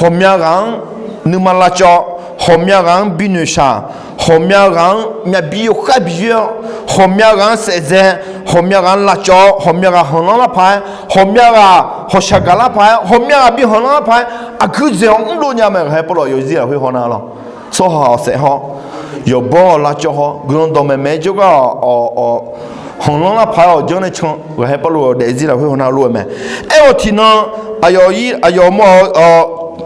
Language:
Akha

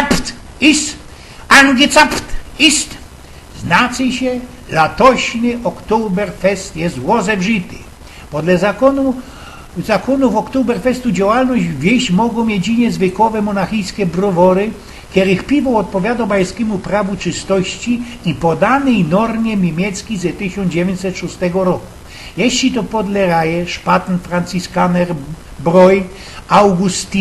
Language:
Silesian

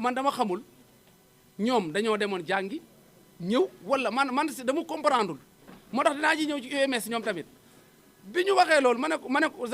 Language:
Wolof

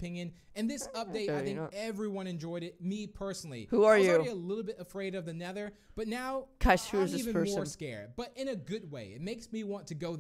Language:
English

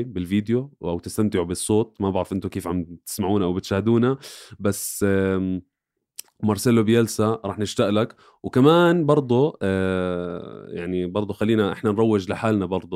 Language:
North Levantine Arabic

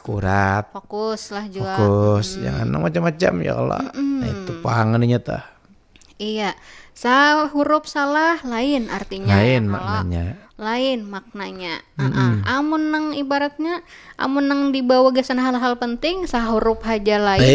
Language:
Banjar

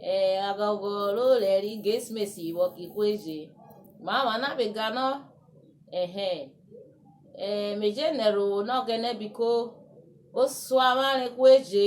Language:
Urhobo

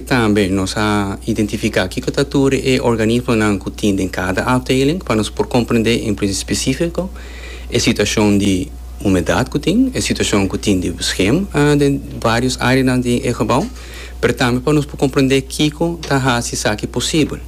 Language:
Papiamento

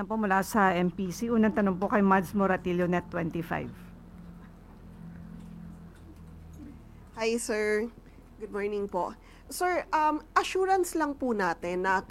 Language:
Filipino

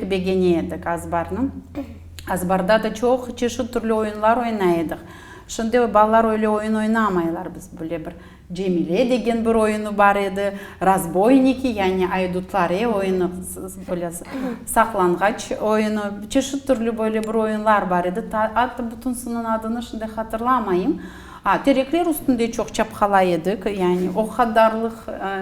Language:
Crimean Tatar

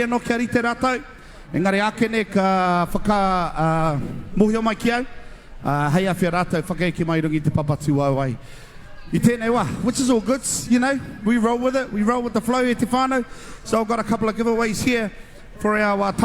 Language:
Māori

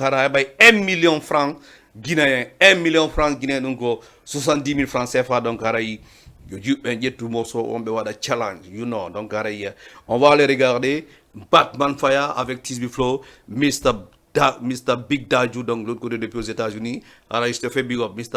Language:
Fula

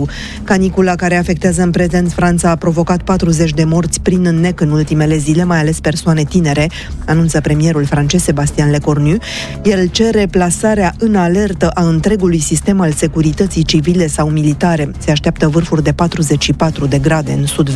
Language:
Romanian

